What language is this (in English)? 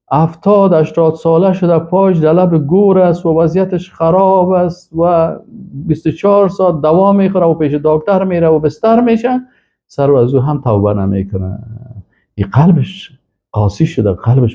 Persian